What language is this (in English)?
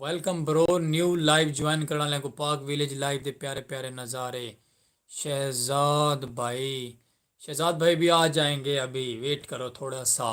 Saraiki